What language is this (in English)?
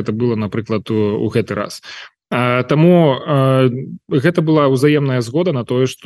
Belarusian